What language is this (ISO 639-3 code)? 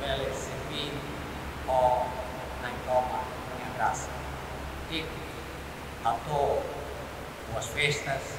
tet